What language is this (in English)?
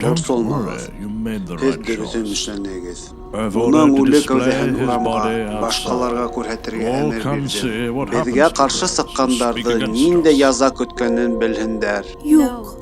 Bashkir